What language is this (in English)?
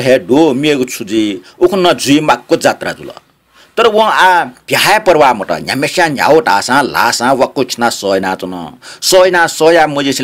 Newari